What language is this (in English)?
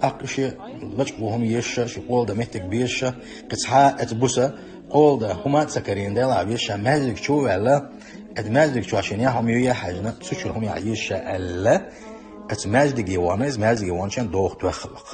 Chechen